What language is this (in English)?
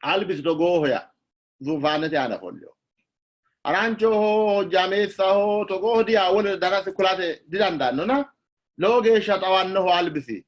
Sidamo